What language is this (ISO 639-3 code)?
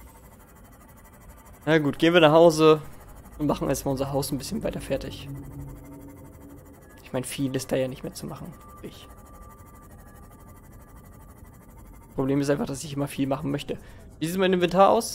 deu